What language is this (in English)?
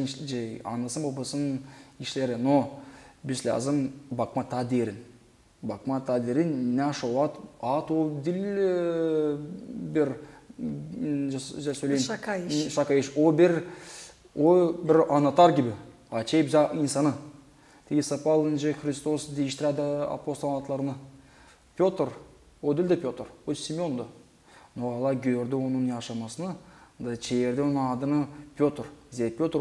Gagauz